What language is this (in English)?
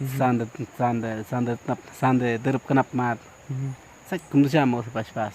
Awa-Cuaiquer